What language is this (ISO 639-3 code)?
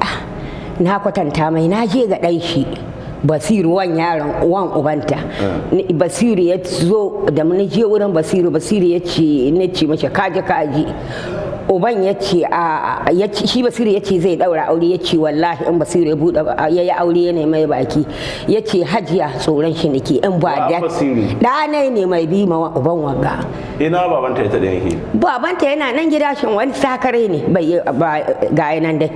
hau